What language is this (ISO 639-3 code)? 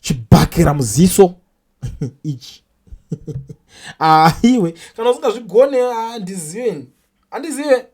sna